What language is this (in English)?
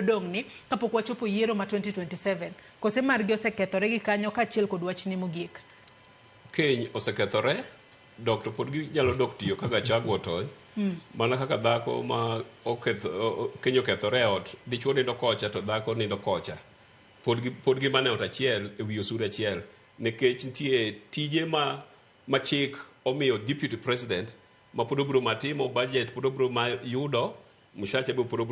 Luo (Kenya and Tanzania)